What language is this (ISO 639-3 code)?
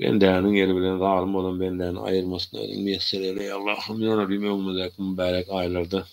tuk